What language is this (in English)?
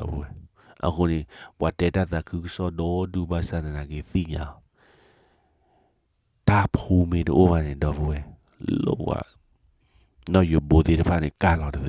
S'gaw Karen